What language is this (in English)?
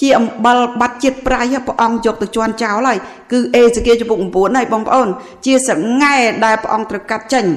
Khmer